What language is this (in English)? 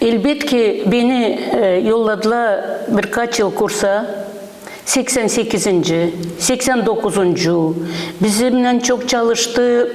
Gagauz